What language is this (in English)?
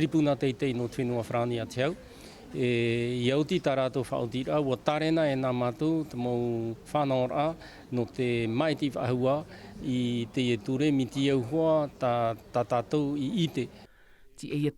Tahitian